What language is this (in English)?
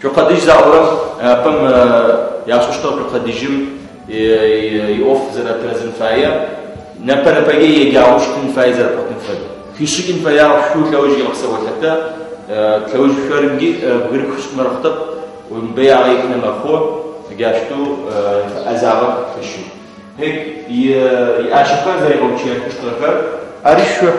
Adyghe